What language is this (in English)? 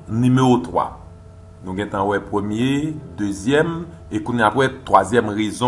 Haitian Creole